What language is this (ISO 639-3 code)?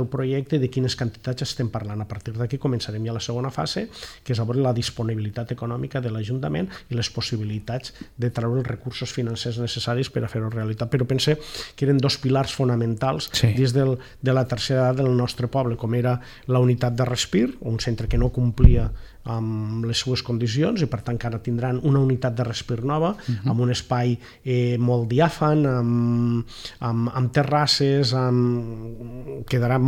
cat